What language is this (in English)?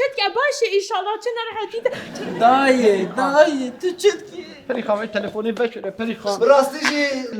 Kurdish